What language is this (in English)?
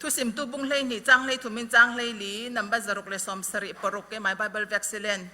Falam Chin